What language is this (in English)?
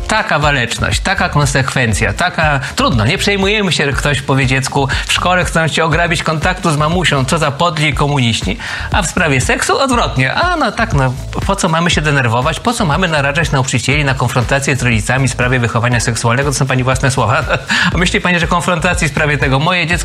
Polish